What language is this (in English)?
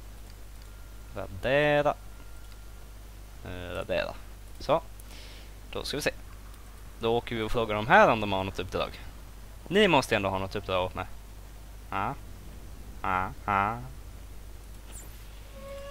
Swedish